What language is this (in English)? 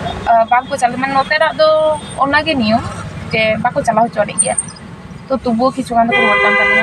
Santali